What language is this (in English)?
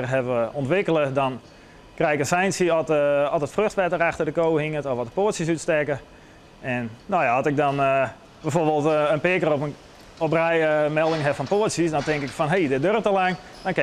Western Frisian